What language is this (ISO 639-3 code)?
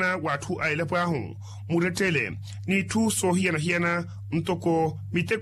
vmw